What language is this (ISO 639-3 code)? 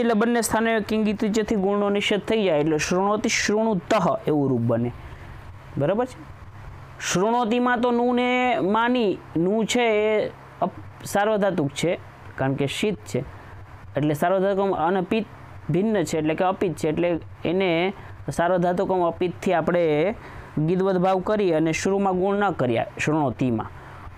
guj